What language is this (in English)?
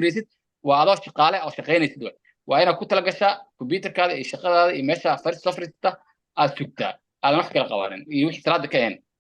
Somali